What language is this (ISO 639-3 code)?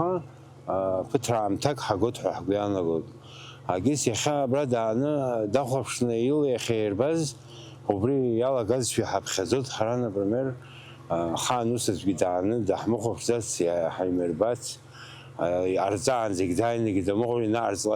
abk